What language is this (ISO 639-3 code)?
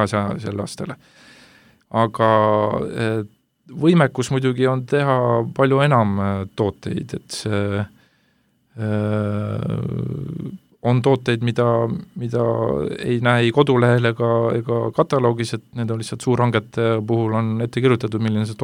est